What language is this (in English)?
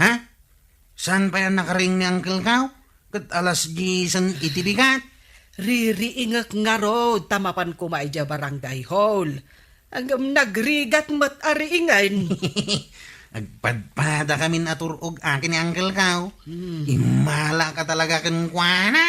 Iloko